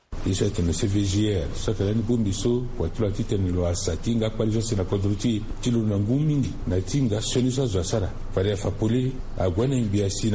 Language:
Sango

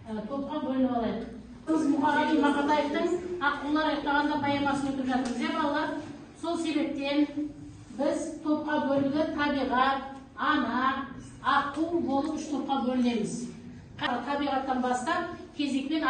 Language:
Kazakh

